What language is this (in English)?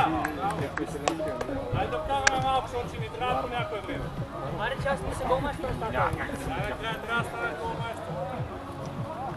Bulgarian